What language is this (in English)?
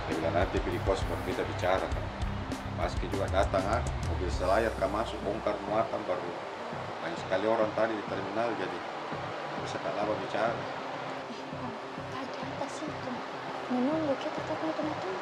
Makassar Malay